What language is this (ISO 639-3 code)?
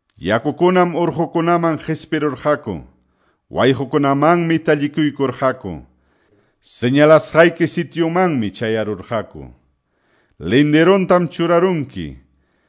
que